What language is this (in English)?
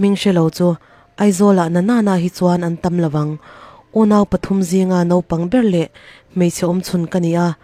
Mizo